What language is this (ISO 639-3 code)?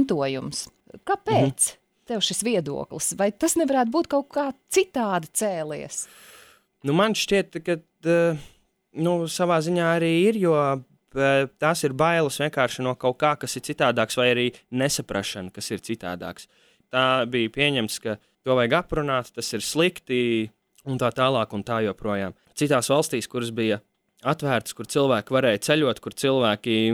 lav